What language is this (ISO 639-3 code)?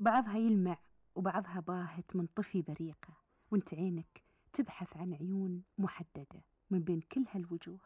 afb